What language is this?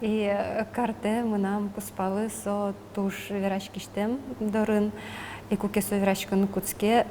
Udmurt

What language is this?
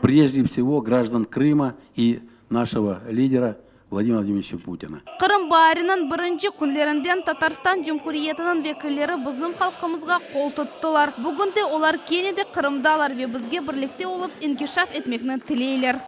Crimean Tatar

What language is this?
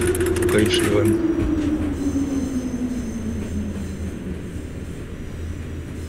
Polish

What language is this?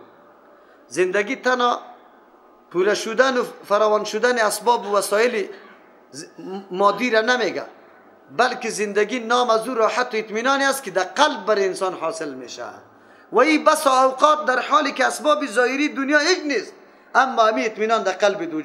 Persian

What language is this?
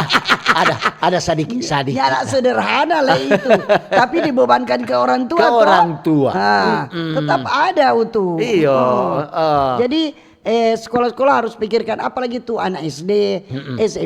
Manado Malay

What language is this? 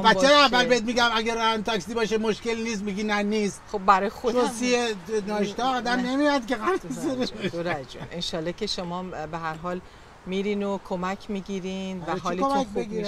Persian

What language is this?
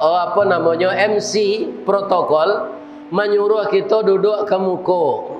Minangkabau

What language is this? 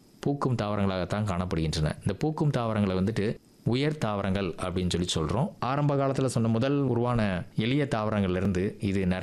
Tamil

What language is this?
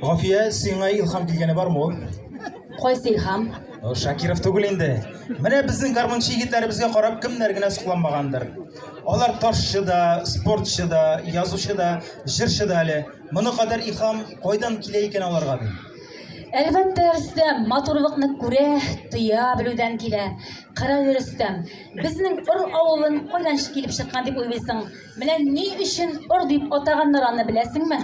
Tatar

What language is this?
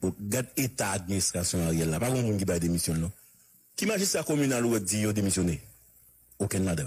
Haitian Creole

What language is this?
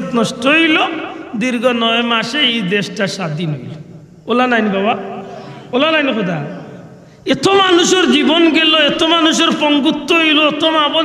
Sylheti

